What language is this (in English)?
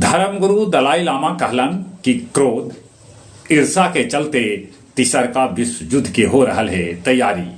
Magahi